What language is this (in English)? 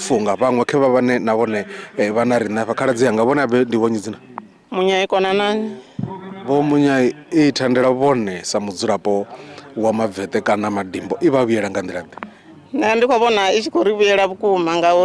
Venda